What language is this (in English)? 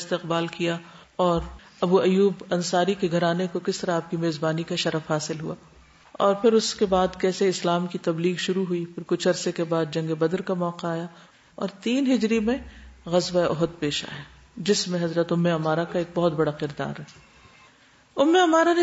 Urdu